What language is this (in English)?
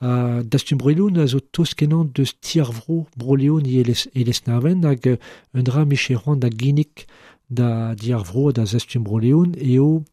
Breton